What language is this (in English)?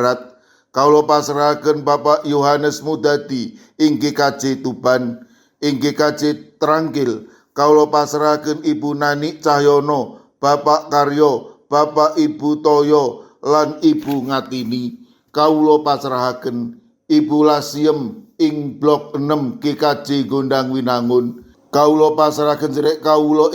Javanese